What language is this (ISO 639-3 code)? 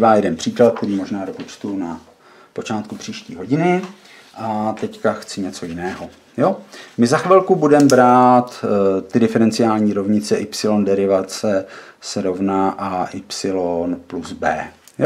ces